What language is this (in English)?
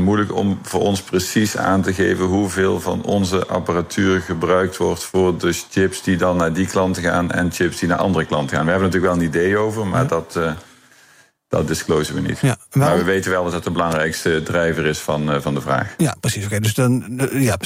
Dutch